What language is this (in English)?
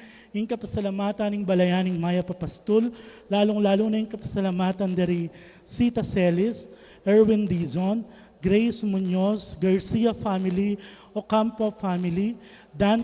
Pampanga